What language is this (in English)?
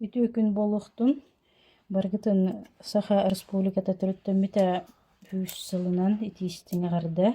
Yakut